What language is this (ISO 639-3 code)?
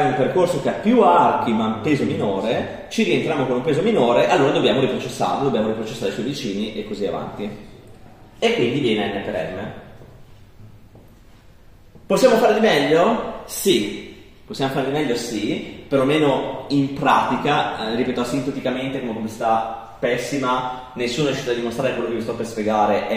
ita